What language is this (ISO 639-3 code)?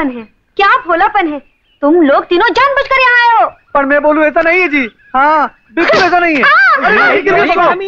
hin